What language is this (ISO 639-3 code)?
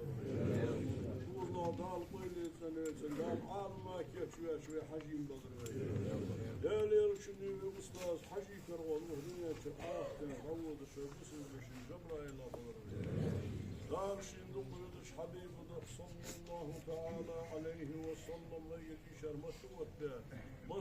inh